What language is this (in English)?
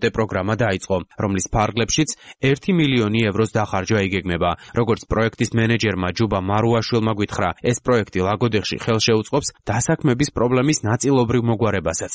Georgian